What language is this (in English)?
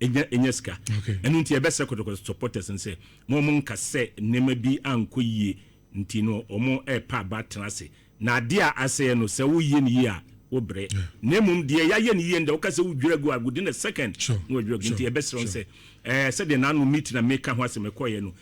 Akan